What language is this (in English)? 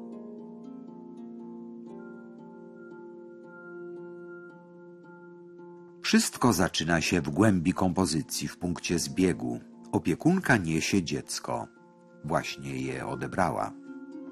Polish